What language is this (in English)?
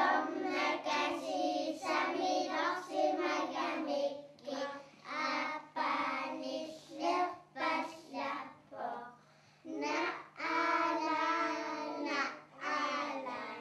Kalaallisut